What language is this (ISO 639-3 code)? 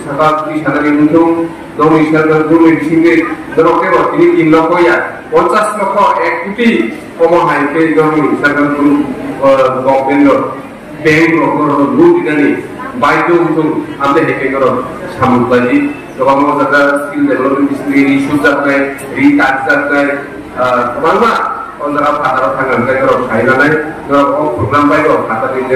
trp